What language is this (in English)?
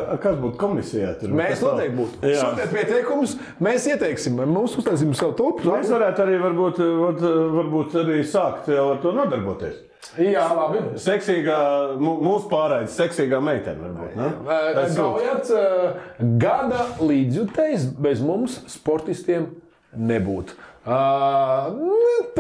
Latvian